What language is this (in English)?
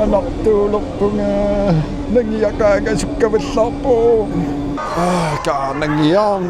Kalaallisut